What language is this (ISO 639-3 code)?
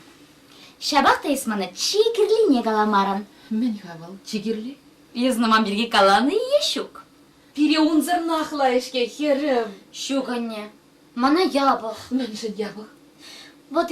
chv